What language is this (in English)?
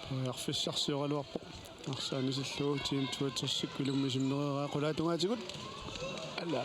Kalaallisut